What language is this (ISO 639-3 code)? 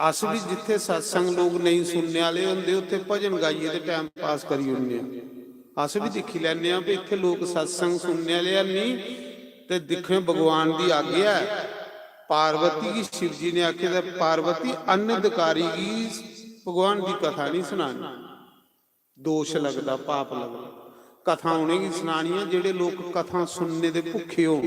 doi